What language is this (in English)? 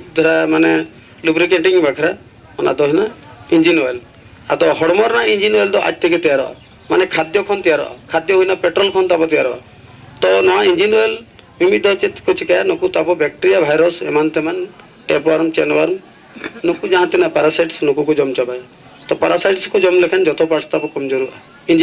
Santali